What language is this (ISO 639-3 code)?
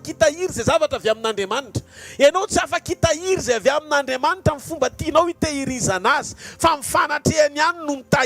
mlg